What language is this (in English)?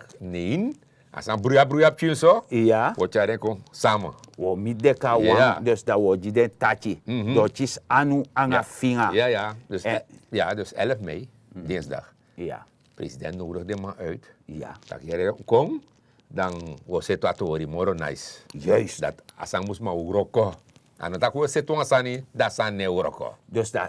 Sranan Tongo